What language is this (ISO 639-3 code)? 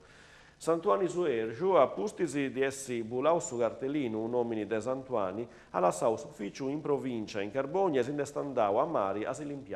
srd